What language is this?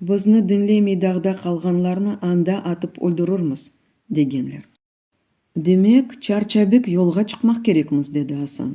Crimean Tatar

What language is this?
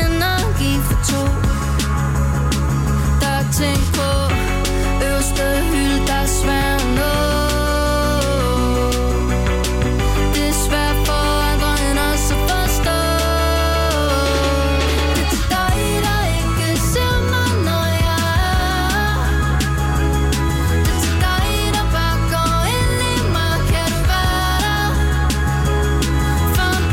Danish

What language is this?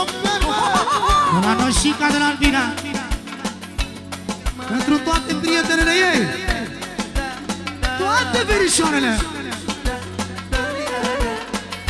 Romanian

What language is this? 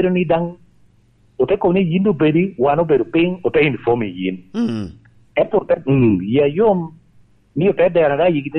Lango (Uganda)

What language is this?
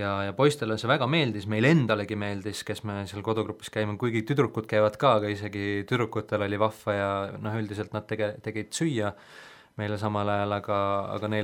Estonian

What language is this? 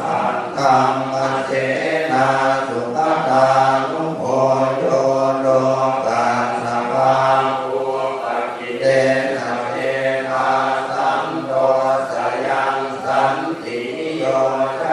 Pali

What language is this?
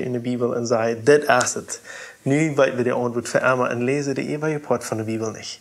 Plautdietsch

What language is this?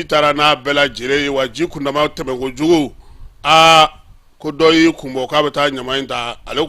Bambara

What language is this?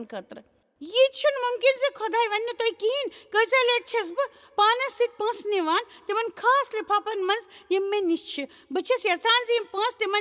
Kashmiri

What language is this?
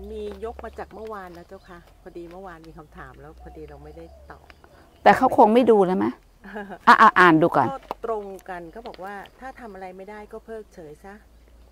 Thai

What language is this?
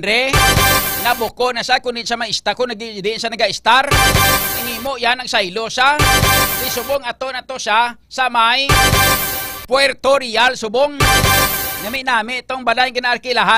Hiligaynon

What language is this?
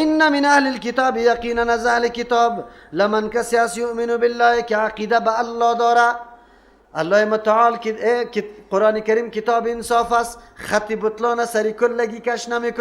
Persian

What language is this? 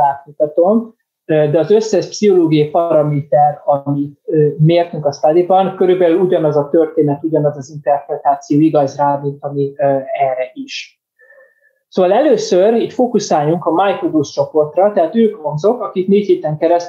Hungarian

